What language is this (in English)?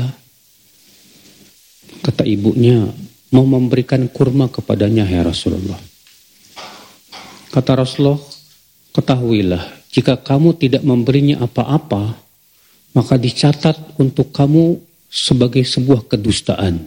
Indonesian